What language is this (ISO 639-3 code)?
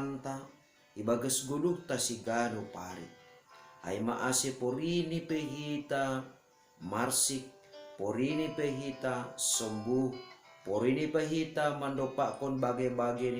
bts